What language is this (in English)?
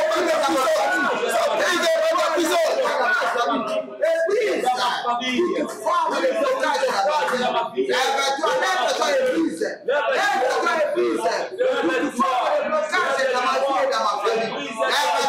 French